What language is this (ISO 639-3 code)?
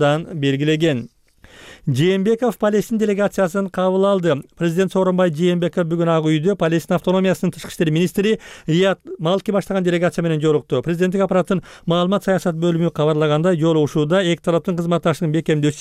kir